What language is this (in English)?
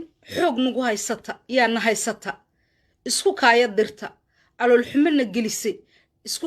Somali